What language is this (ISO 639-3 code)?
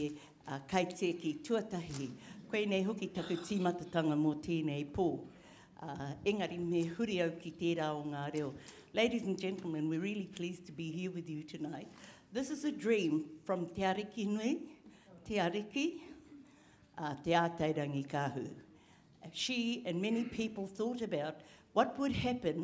mri